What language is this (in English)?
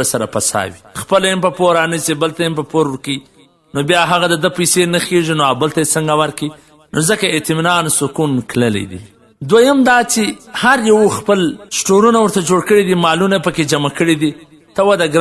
Pashto